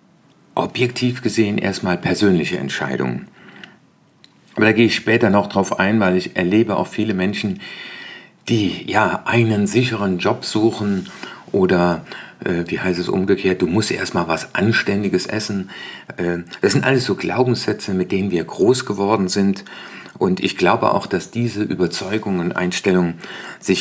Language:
German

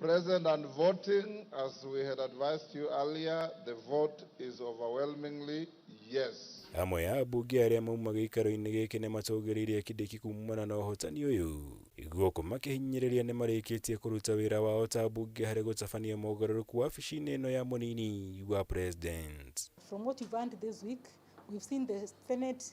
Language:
Kikuyu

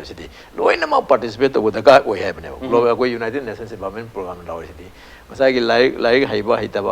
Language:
Manipuri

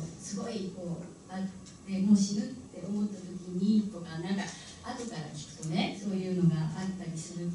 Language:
Japanese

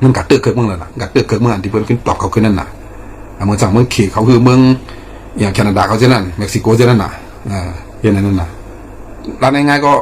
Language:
Shan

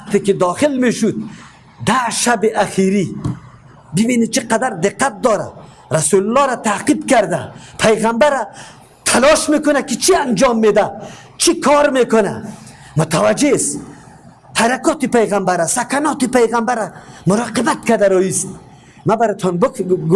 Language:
Persian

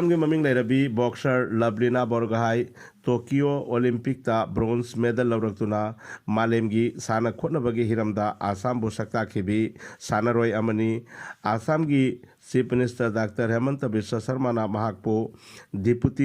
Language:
Manipuri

